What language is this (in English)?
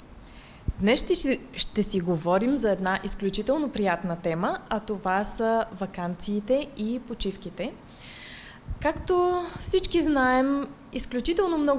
Bulgarian